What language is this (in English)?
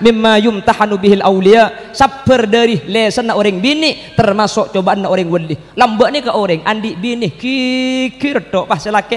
Madurese